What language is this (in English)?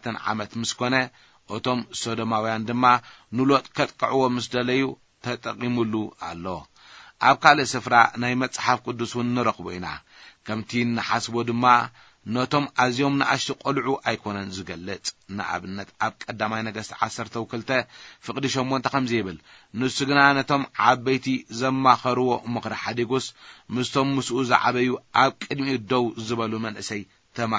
Tigrinya